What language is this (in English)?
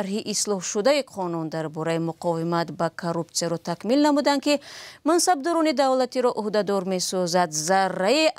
Tajik